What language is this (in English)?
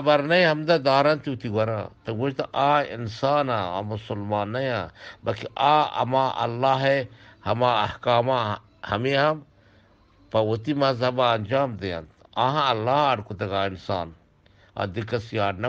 Eastern Balochi